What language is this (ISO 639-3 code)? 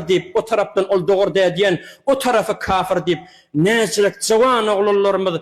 tuk